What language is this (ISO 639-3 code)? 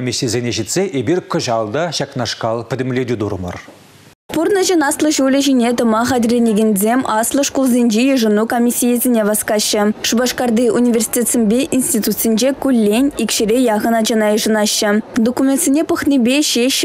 chv